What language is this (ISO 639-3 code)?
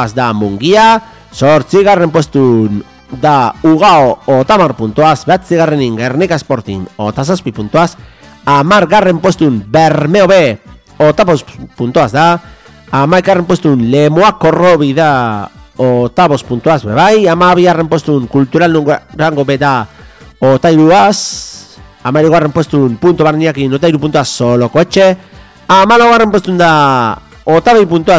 eus